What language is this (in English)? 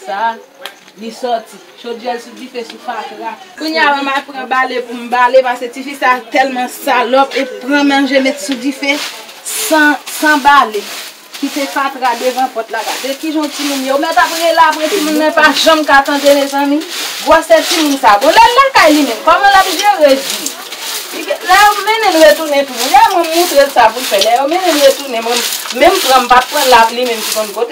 Haitian Creole